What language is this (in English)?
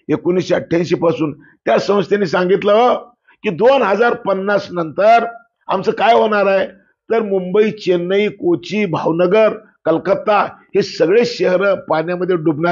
Marathi